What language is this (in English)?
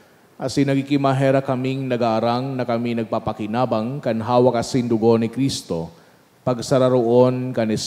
Bikol